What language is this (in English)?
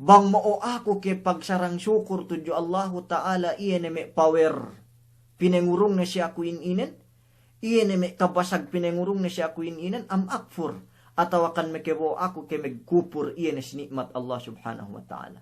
Yakan